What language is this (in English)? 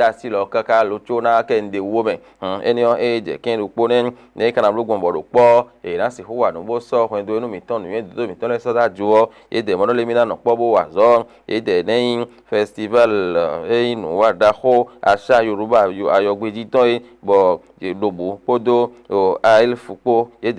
Fon